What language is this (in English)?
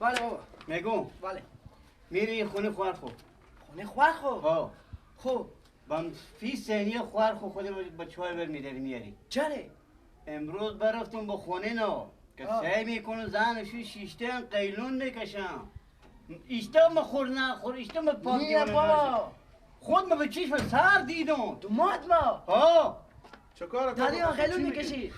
Persian